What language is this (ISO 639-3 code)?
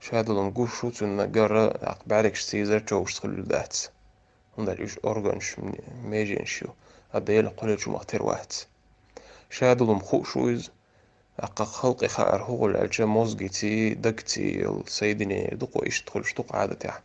che